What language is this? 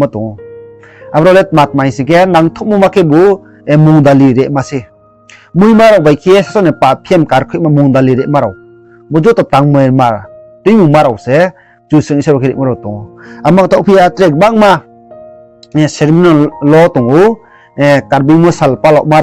Riang (India)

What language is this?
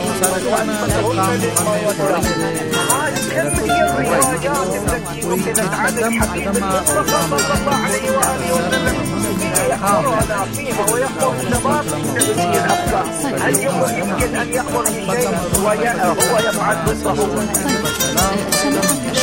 Arabic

